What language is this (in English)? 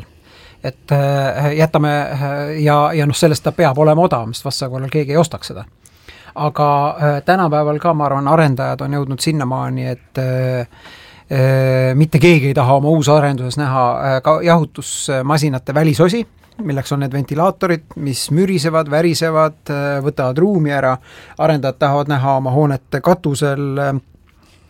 Estonian